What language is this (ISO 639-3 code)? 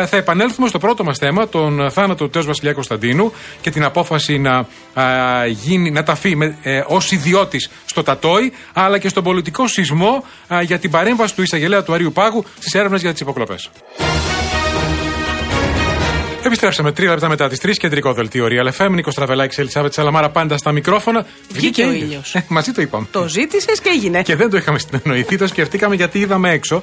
ell